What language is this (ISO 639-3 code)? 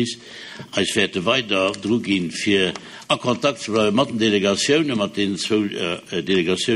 ltz